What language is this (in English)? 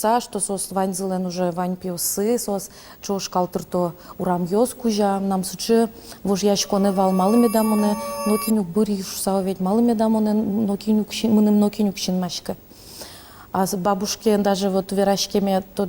Udmurt